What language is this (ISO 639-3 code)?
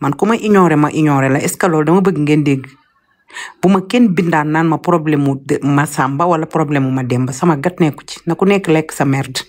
wol